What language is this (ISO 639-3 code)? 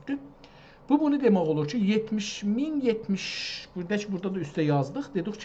azb